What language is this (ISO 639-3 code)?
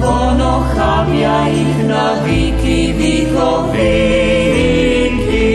rue